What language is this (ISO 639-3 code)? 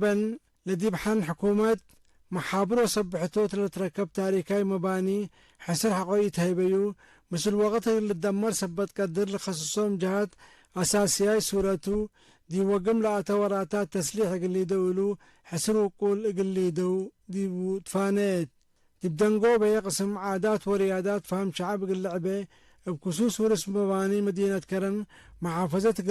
tig